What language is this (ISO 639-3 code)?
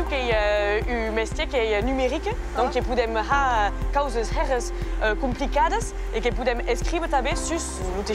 oci